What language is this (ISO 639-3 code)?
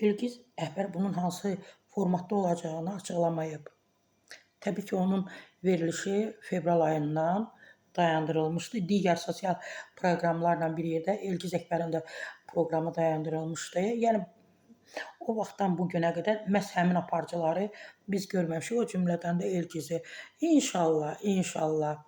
aze